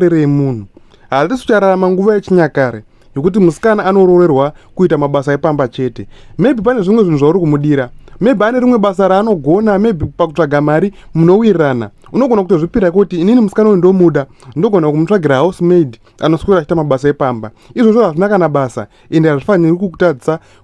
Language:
Shona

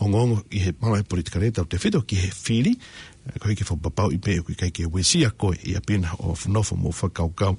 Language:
Tongan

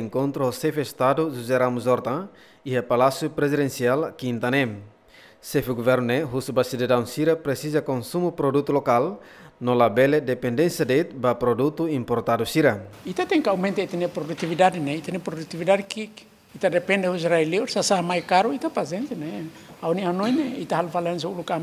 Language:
Tetum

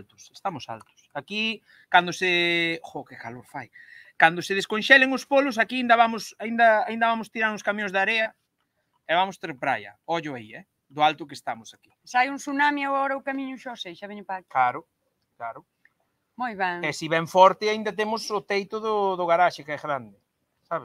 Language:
Galician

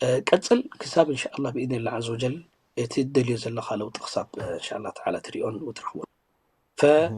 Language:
Tigrinya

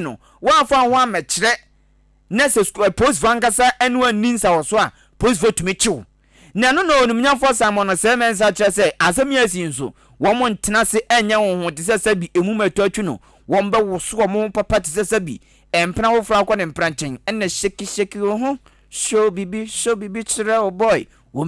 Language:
Akan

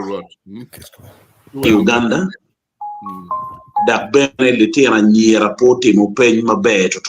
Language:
Acoli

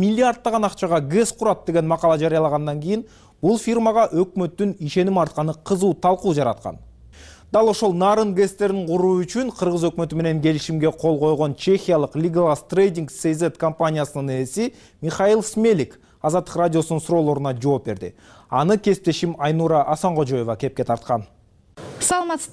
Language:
Kyrgyz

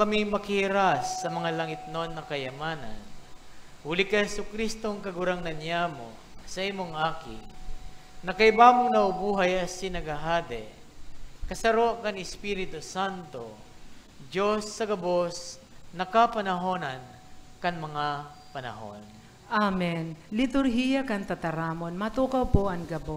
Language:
Bikol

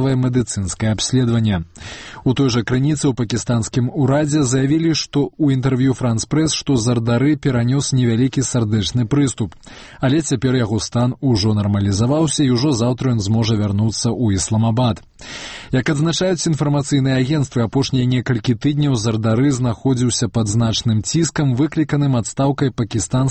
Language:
Belarusian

